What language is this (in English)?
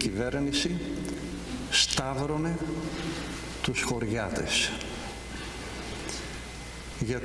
Greek